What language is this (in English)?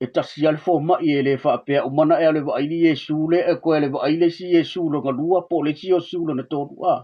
Samoan